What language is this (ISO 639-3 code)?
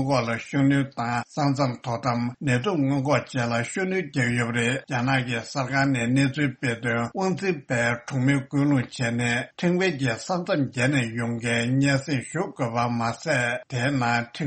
bod